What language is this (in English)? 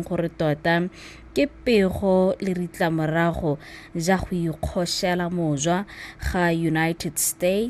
Tswana